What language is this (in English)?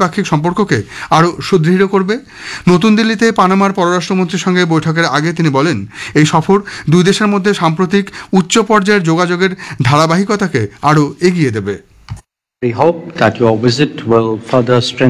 Bangla